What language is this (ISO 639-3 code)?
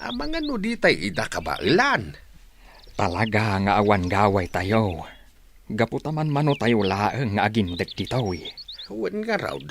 ilo